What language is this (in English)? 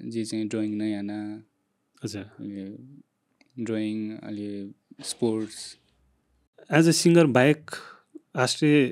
Newari